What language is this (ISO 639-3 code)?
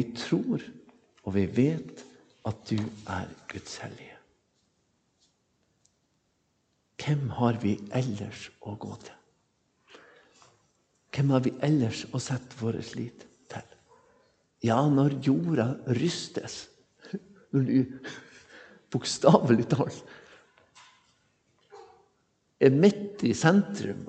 nor